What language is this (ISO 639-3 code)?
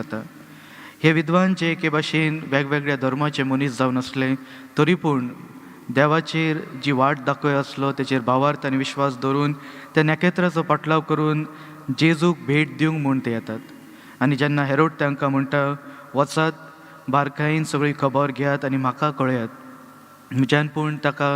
kok